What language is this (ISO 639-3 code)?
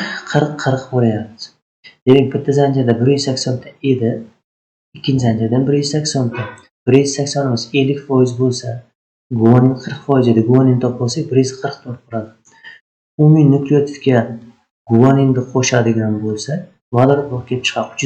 uzb